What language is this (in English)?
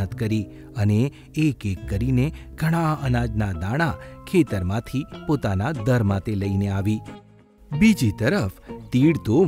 Gujarati